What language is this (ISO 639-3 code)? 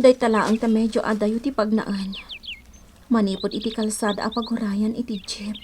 ilo